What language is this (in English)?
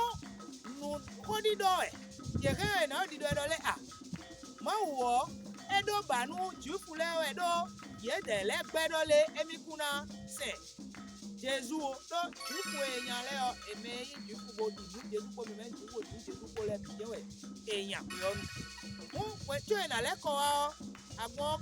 Fon